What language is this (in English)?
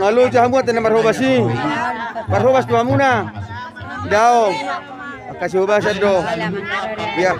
Batak Toba